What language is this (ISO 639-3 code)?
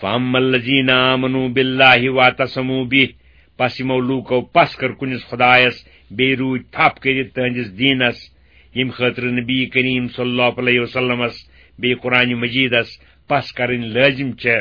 kas